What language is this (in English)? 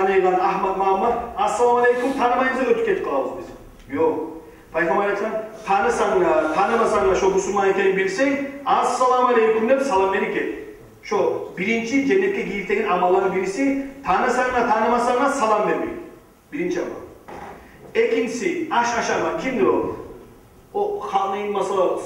Kumyk